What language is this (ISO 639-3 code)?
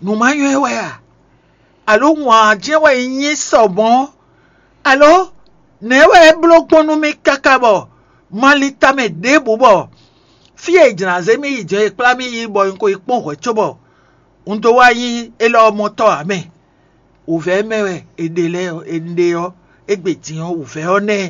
fon